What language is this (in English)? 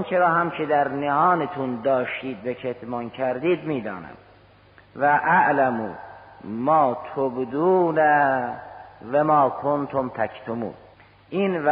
Persian